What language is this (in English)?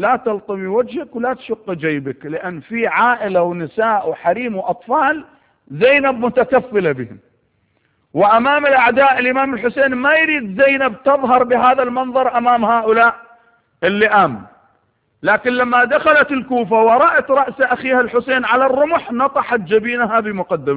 Arabic